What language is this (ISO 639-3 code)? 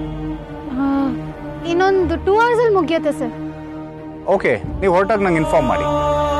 kan